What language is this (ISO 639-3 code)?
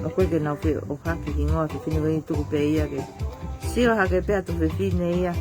ton